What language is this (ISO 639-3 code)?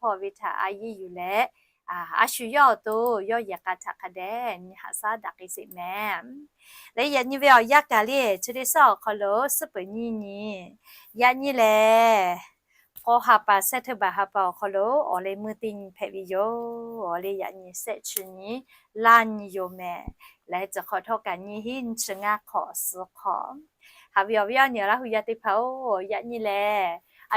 lhu